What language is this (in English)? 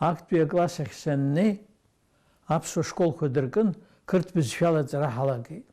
Abkhazian